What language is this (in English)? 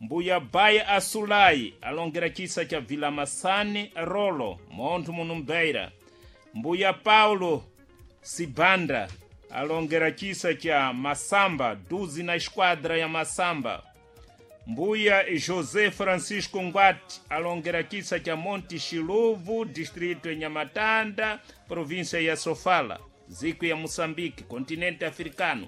Sena